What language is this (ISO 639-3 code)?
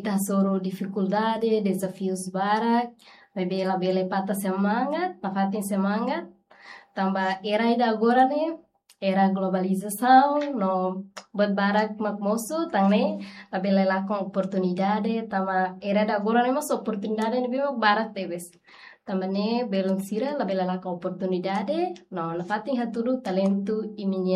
tet